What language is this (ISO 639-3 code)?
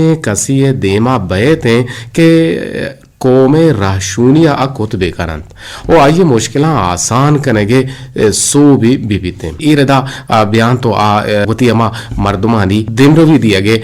bgp